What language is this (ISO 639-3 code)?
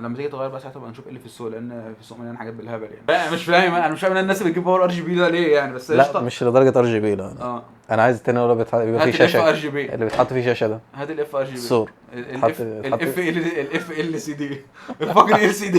arz